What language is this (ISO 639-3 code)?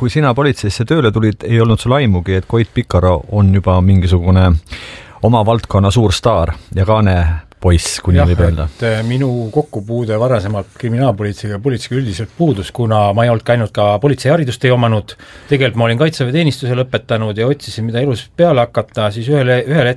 est